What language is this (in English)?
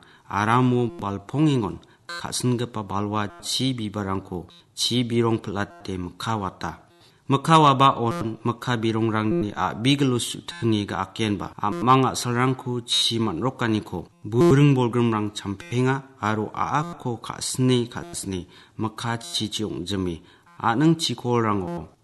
Garo